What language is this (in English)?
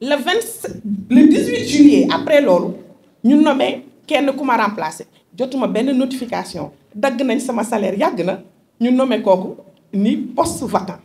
Wolof